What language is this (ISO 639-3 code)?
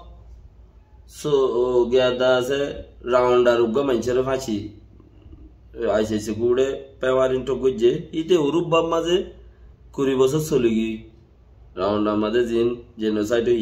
rhg